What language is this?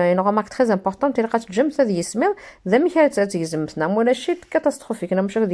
Kabyle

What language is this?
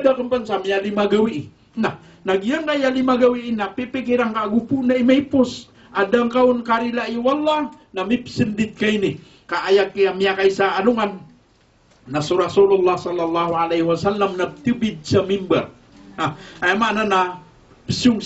Maranao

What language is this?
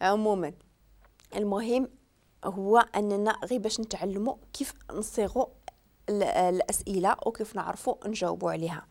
Moroccan Arabic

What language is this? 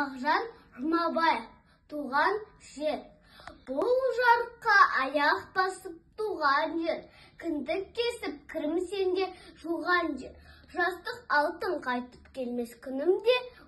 Kazakh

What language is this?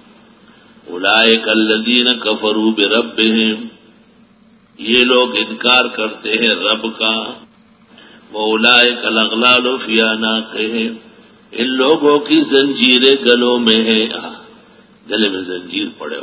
Urdu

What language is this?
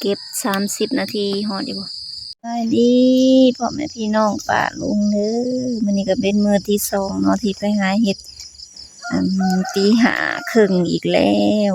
Lao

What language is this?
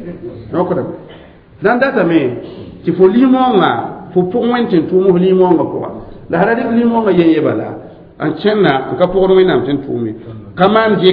Mossi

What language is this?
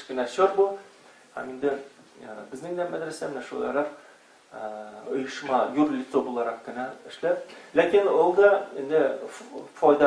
Tatar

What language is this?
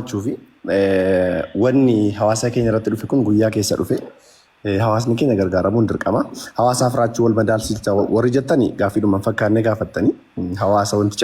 Oromo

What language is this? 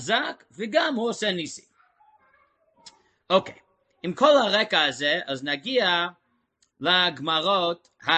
Hebrew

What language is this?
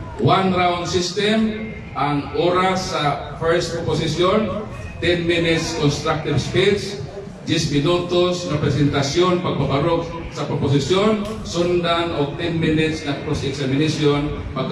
Cebuano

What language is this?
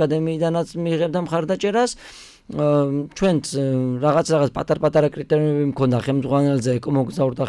Georgian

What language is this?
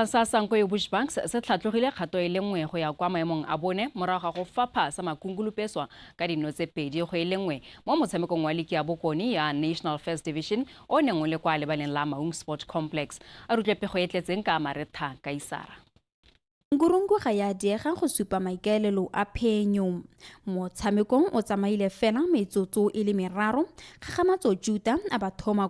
Tswana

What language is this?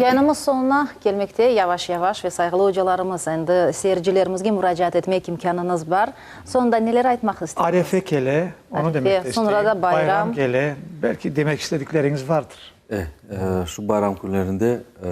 Crimean Tatar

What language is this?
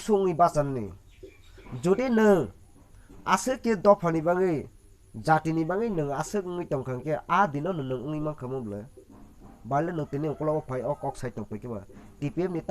Kok Borok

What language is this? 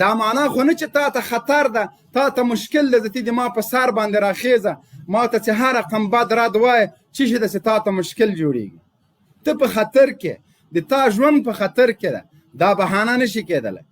Pashto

